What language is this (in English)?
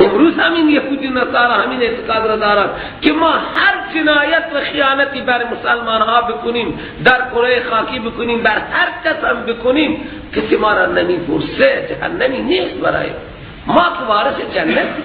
Persian